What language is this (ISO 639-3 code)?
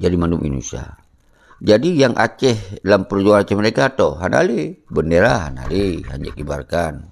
ace